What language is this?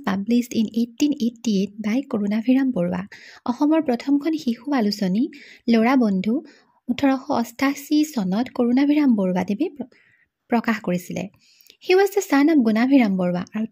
Assamese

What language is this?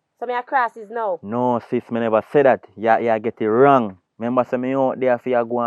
Jamaican Creole English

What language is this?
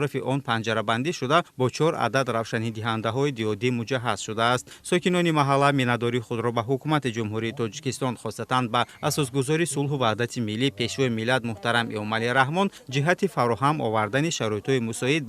Tajik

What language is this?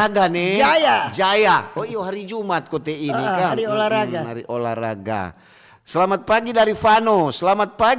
Manado Malay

